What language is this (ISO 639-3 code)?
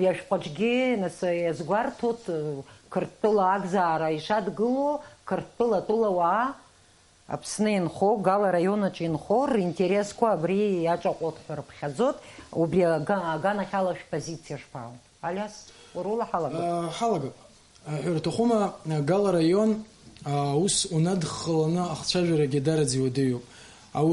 abk